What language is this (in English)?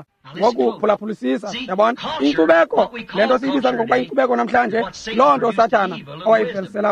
Xhosa